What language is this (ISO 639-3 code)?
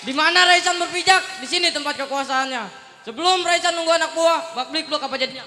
bew